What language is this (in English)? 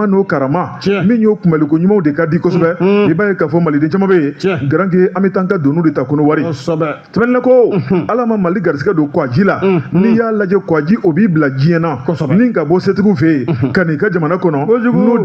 Bambara